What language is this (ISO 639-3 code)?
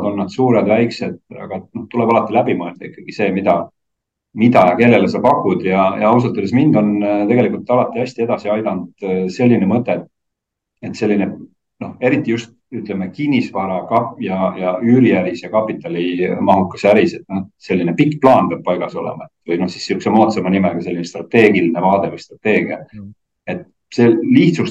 est